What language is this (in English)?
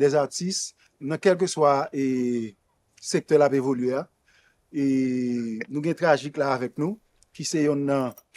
Haitian Creole